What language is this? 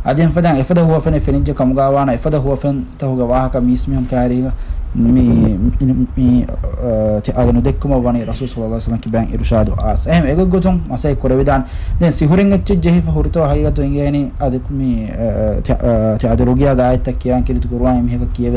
Divehi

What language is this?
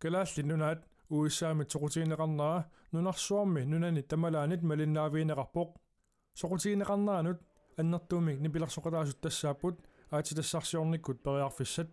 Kalaallisut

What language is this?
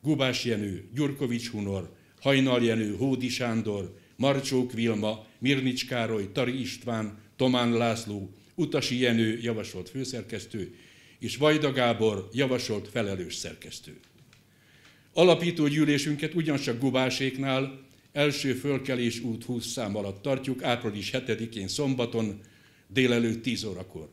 Hungarian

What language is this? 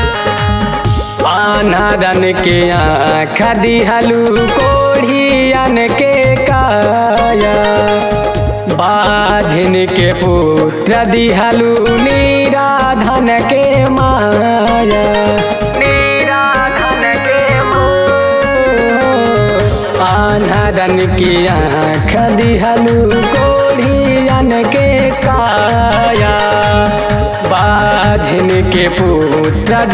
Bhojpuri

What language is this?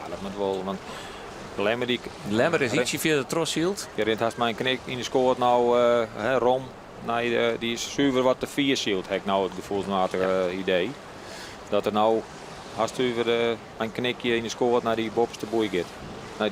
Western Frisian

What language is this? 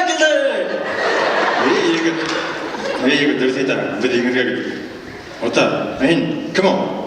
Bashkir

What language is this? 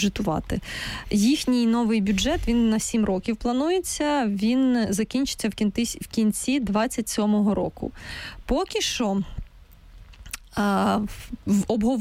Ukrainian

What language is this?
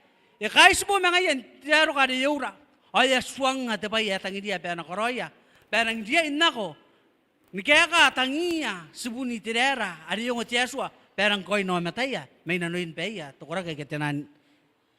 Gilbertese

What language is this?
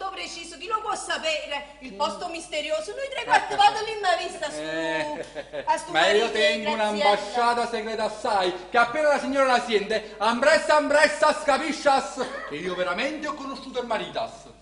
Neapolitan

